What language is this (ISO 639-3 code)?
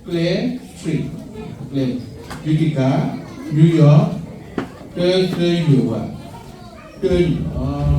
ksw